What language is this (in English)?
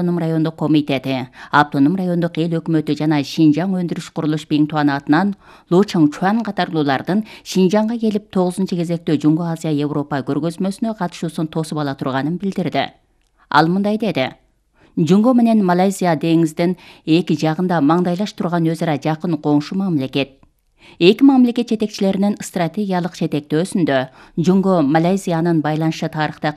Kyrgyz